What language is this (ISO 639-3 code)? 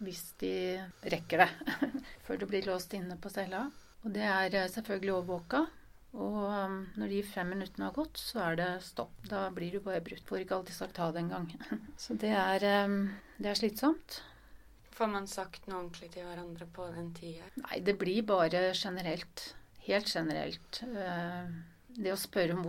nor